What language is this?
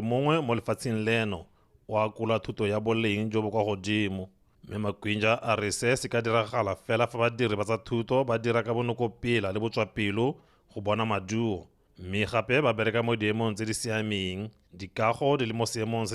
Tswana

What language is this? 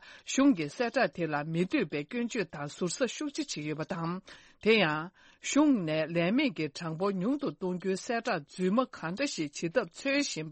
Tibetan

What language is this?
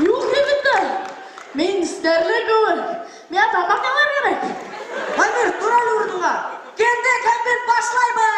Bashkir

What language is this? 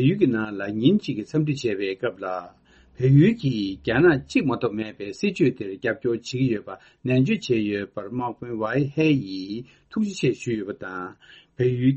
Tibetan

